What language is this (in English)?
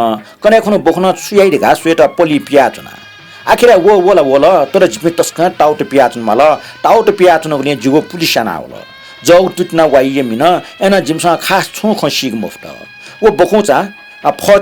Newari